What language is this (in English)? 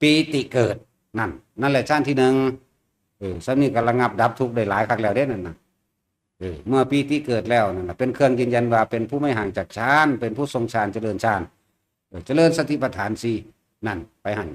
Northeastern Thai